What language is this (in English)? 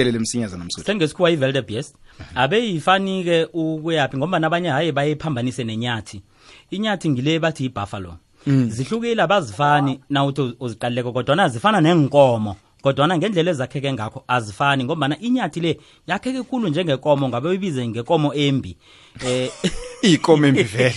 South Ndebele